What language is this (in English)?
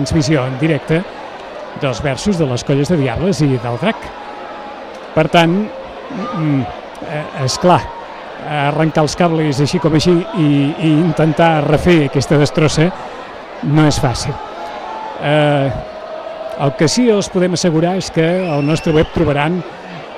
Catalan